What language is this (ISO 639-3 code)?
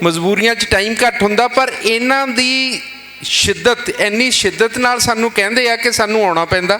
lah